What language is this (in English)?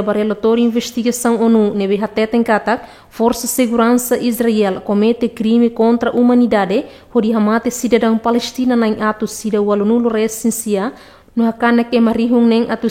Tetum